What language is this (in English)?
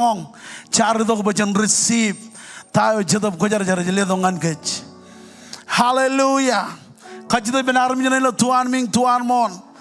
Marshallese